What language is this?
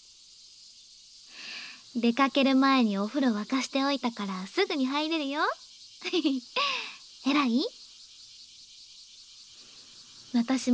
Japanese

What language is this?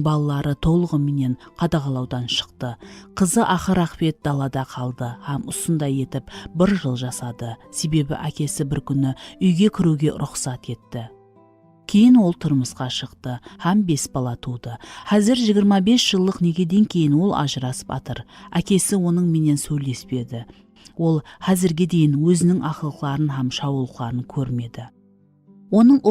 Kara-Kalpak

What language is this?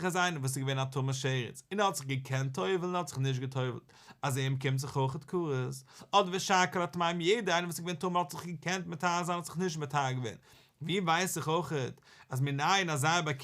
Yiddish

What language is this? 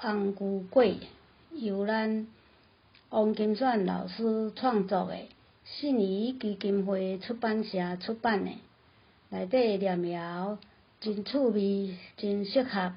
Min Nan Chinese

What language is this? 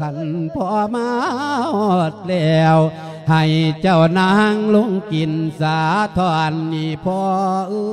Lao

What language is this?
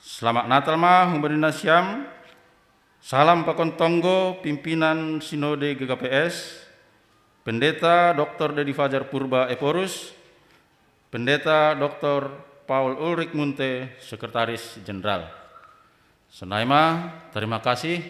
Batak Simalungun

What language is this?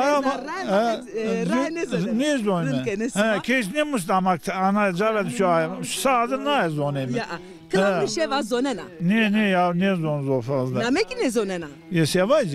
Zaza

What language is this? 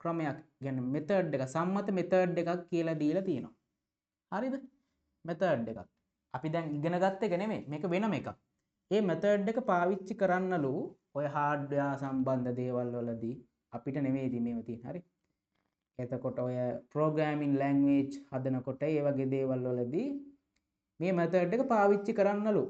Sinhala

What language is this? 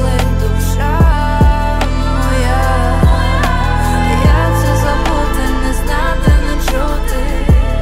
Ukrainian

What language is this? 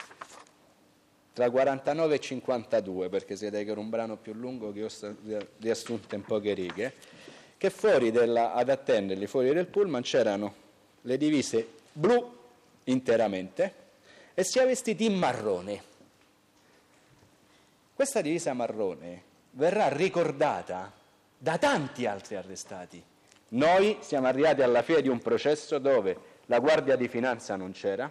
Italian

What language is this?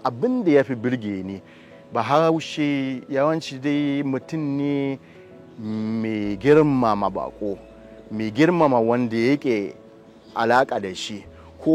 Hausa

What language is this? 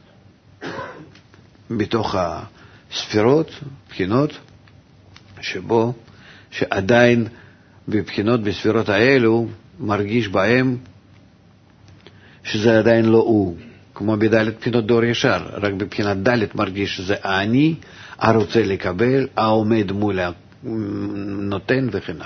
Hebrew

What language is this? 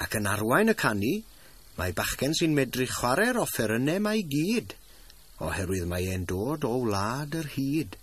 Welsh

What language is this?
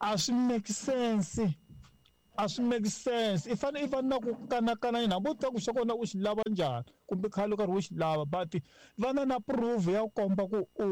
Tsonga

